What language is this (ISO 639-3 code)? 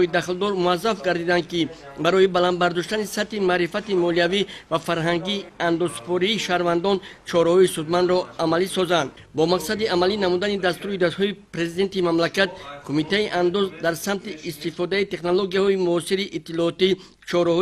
tgk